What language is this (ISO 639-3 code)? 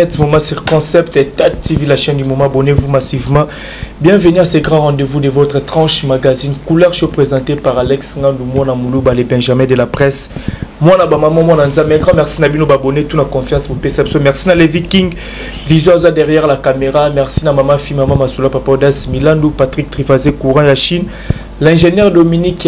lin